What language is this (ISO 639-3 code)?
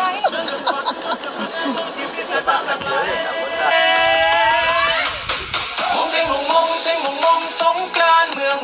lao